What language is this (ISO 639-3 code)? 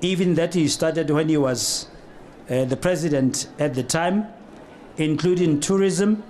tsn